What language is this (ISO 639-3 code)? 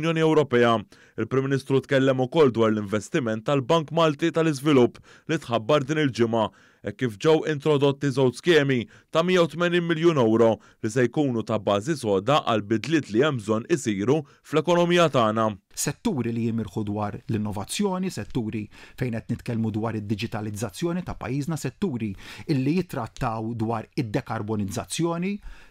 mlt